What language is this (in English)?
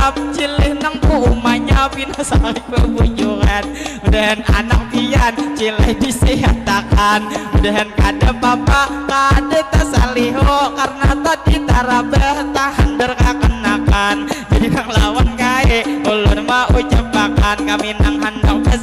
Banjar